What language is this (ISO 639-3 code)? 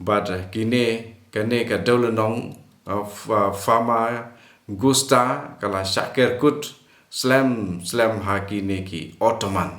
kha